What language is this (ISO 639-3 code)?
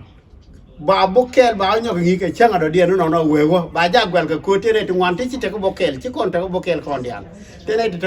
nus